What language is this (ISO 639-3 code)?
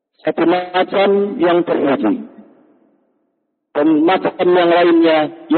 ind